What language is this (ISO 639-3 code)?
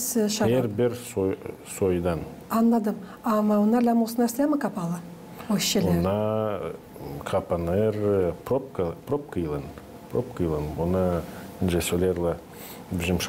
gag